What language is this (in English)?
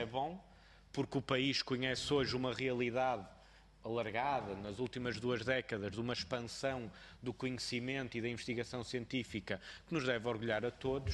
Portuguese